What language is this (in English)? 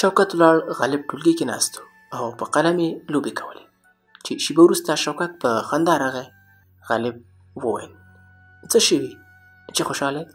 Pashto